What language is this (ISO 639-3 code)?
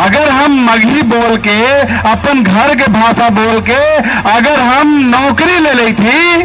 mag